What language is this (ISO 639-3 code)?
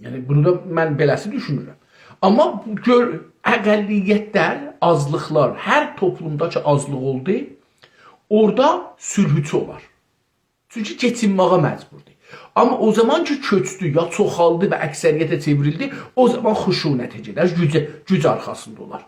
azb